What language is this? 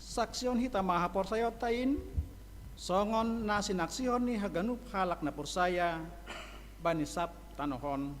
Batak Simalungun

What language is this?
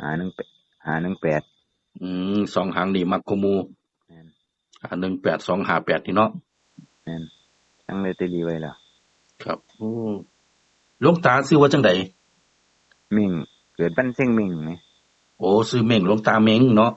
Northeastern Thai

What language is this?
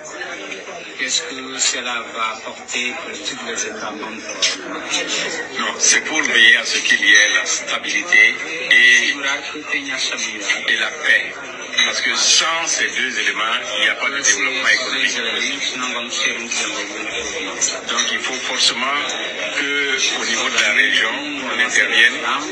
French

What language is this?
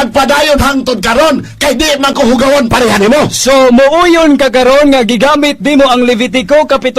Cebuano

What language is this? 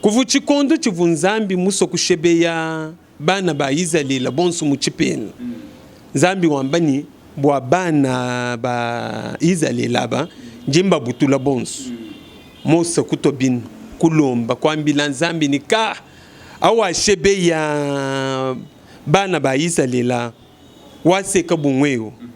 Luba-Lulua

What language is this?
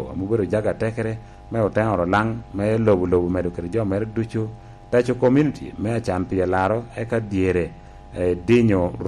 Lango (Uganda)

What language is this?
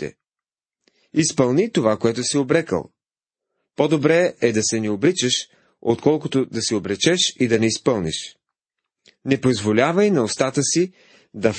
Bulgarian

